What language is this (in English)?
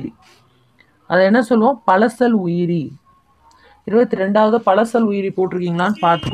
Tamil